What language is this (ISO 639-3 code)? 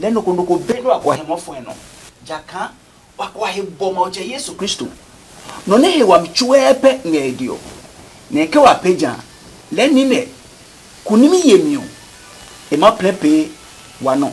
ada